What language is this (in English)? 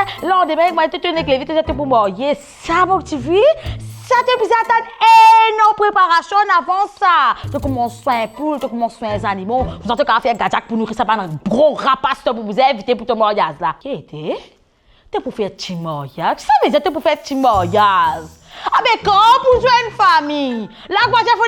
Morisyen